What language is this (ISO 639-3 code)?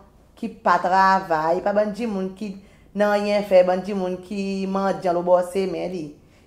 crs